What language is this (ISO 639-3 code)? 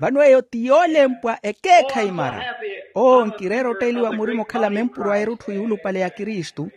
vmw